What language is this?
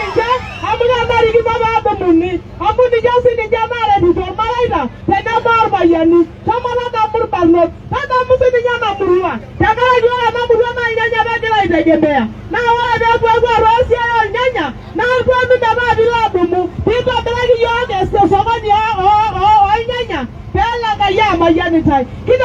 Masai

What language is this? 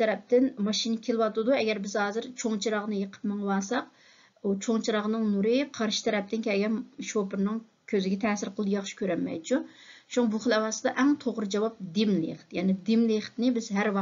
Uyghur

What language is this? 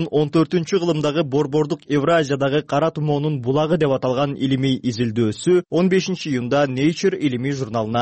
Kyrgyz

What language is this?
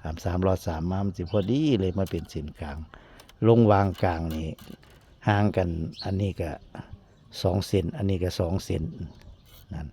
Northeastern Thai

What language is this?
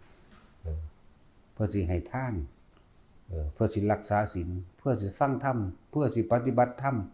Northeastern Thai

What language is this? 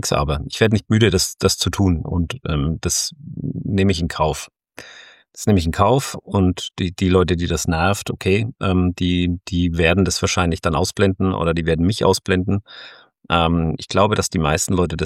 German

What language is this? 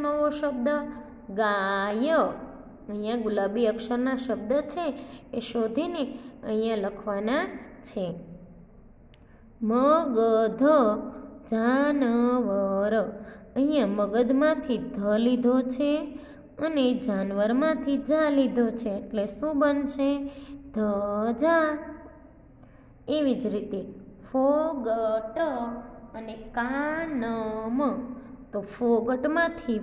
Gujarati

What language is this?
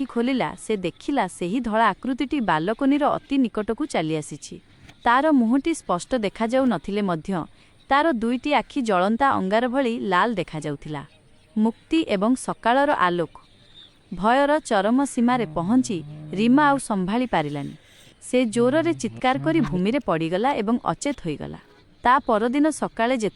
Odia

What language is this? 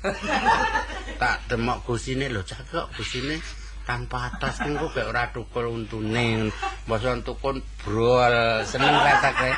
Javanese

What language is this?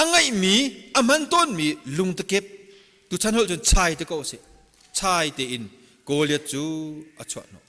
Hakha Chin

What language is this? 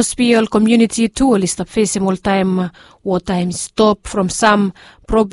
Bislama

